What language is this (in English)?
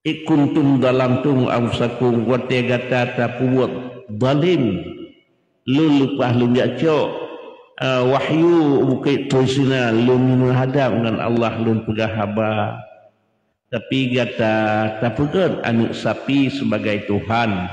Achinese